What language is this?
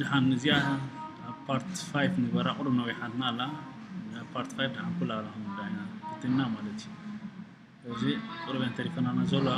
Tigrinya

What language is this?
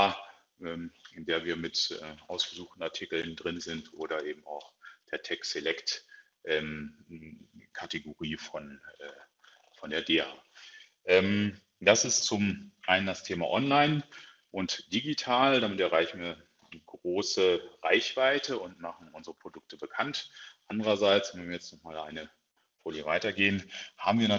German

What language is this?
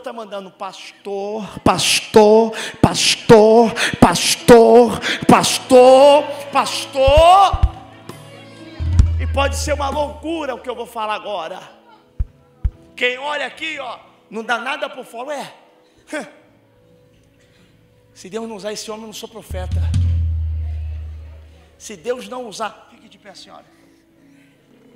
Portuguese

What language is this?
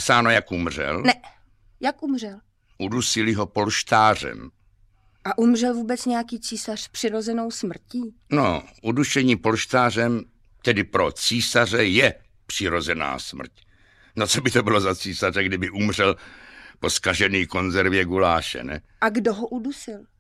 Czech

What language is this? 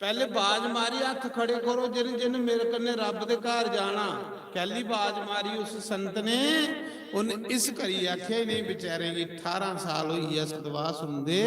Dogri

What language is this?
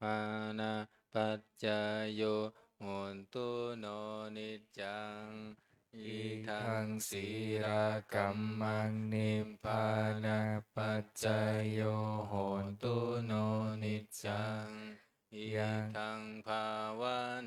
Pali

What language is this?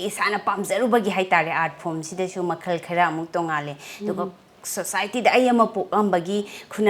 Manipuri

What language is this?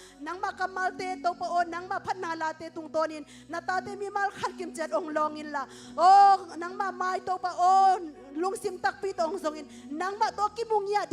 Tedim Chin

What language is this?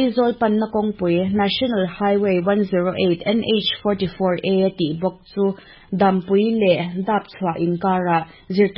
Mizo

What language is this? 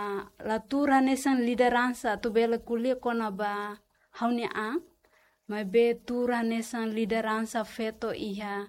Tetum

